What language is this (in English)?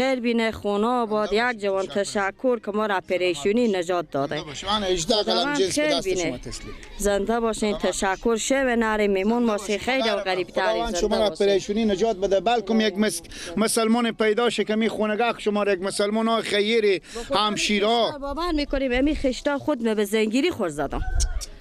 Persian